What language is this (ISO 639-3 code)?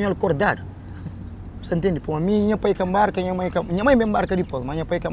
kea